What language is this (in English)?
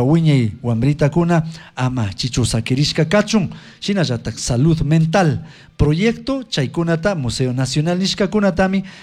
Chimborazo Highland Quichua